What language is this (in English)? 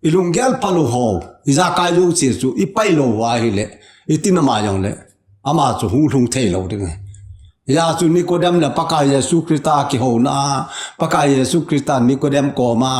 Thado Chin